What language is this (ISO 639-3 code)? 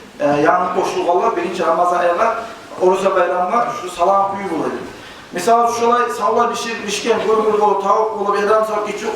kum